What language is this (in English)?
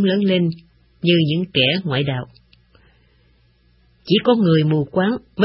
Vietnamese